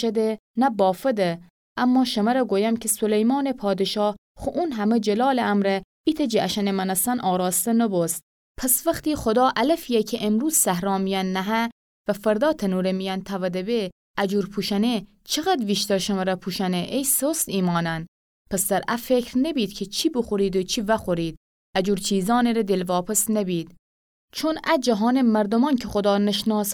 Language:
Gilaki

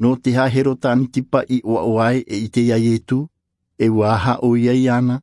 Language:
Tahitian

